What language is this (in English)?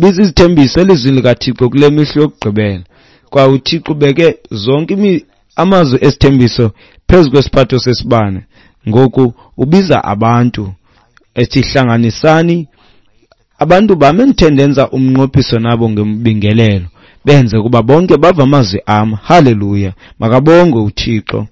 Xhosa